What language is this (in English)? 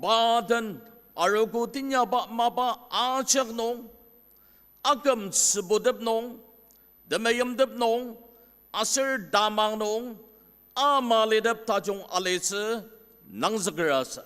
Ao Naga